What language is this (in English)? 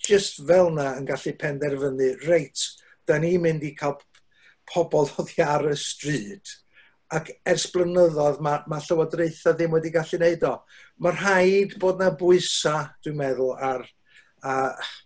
Welsh